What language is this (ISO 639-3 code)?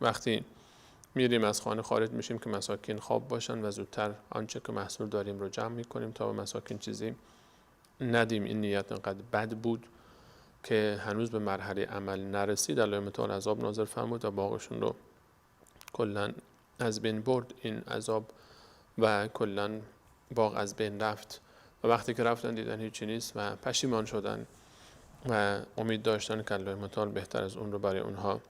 fas